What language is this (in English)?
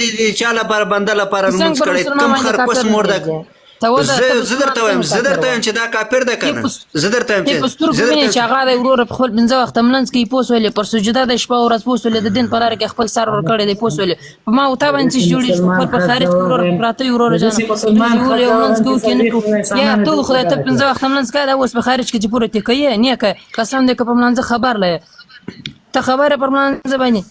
Pashto